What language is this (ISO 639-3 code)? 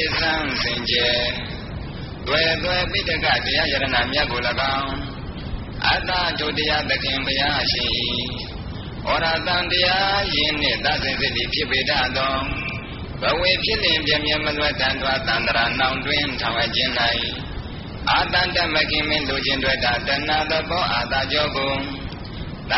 mya